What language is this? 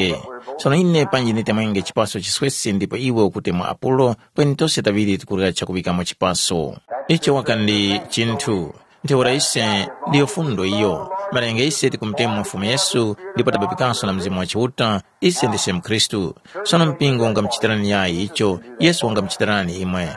Tumbuka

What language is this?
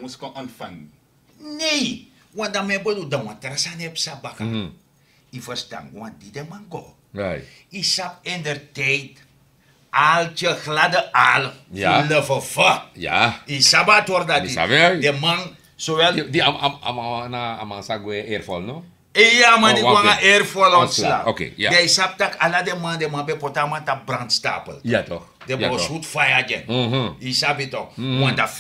Sranan Tongo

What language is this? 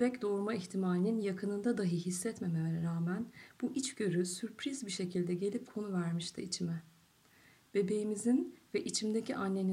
Turkish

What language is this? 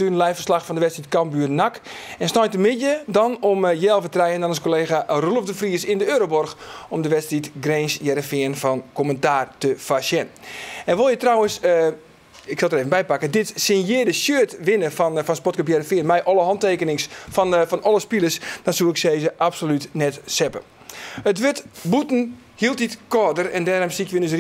Western Frisian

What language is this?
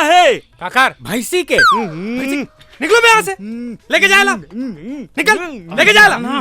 Chhattisgarhi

